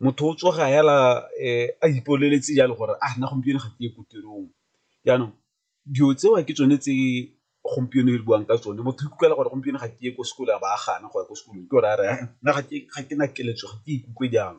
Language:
Tswana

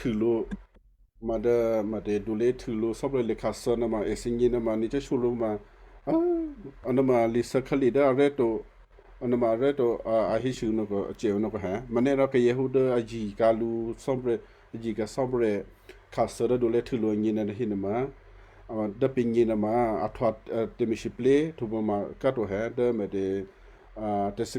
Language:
Western Kayah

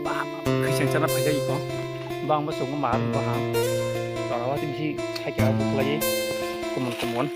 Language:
Kok Borok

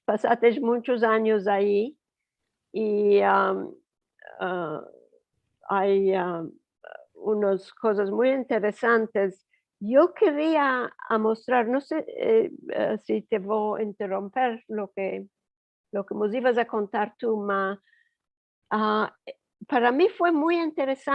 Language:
Ladino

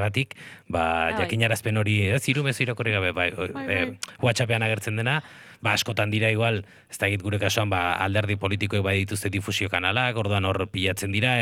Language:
Basque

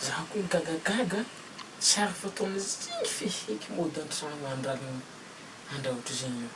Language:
Malagasy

